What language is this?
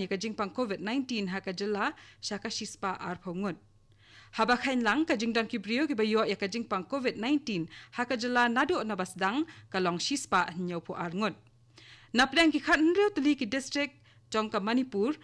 Khasi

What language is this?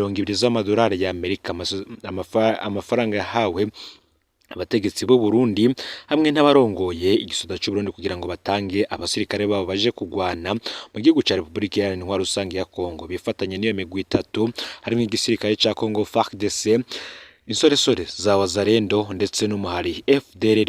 Rundi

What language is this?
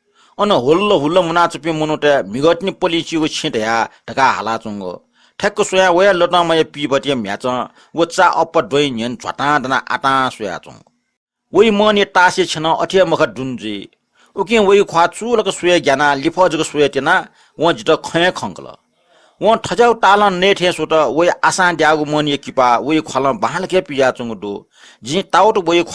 Newari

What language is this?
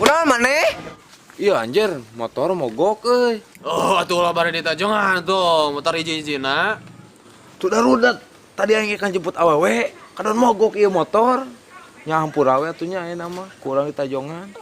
Sundanese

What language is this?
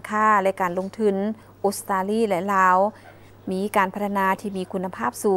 Lao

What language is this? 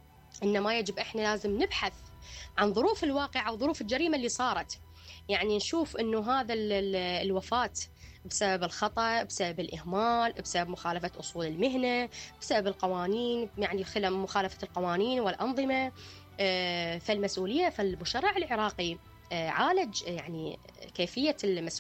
Mesopotamian Arabic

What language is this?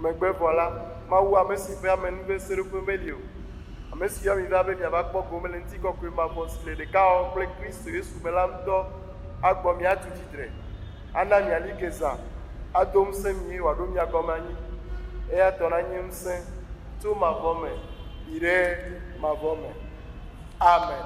Ewe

